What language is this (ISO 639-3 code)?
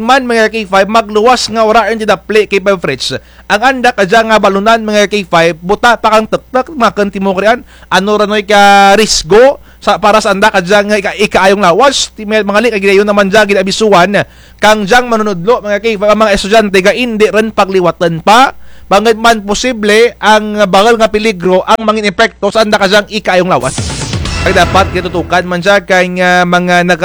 krj